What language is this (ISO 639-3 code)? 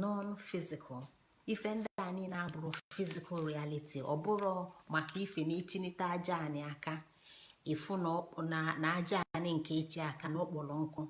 ibo